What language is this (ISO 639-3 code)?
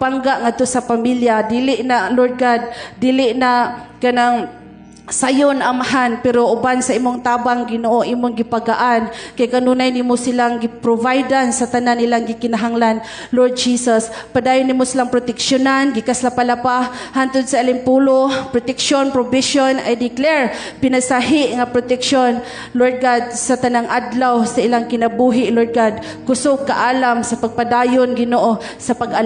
ceb